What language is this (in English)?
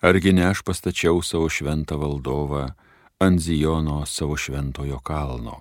Lithuanian